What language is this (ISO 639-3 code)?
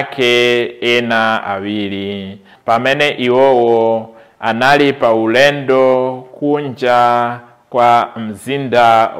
nya